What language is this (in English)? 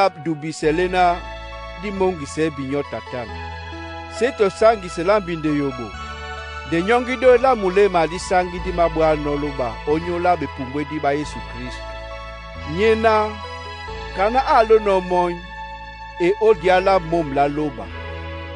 Duala